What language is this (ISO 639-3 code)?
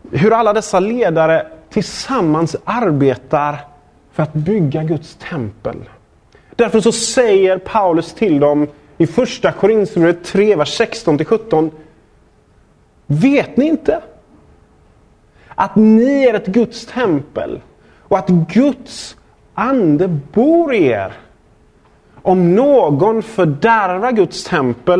swe